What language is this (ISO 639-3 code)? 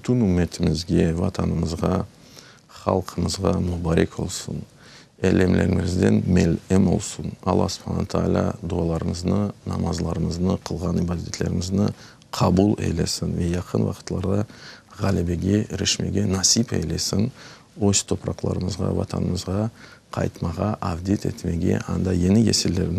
crh